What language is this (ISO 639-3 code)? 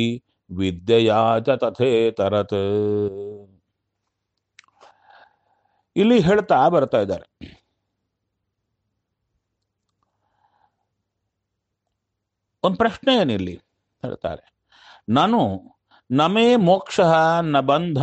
kan